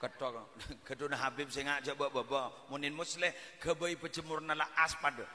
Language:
Madurese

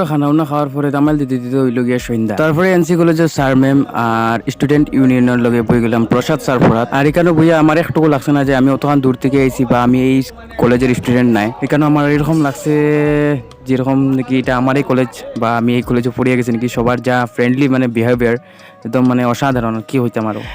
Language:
Sylheti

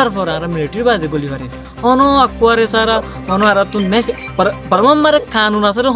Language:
Rohingya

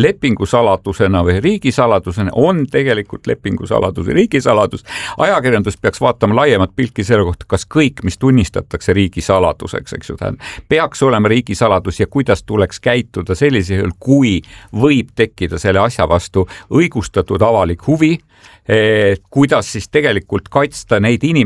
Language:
Estonian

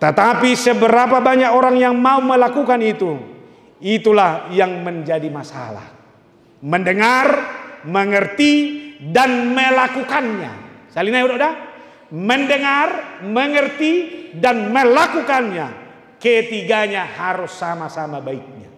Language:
Batak Toba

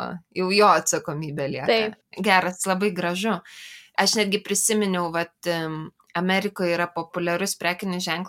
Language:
Lithuanian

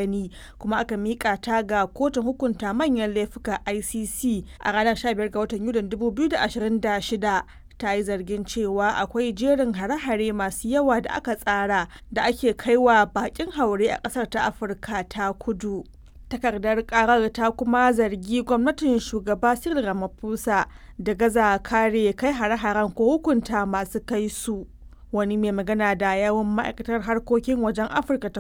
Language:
Hausa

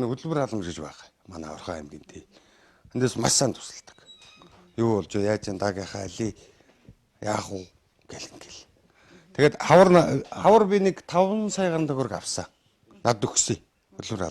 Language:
Mongolian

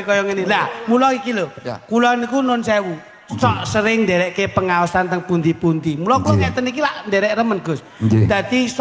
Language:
Javanese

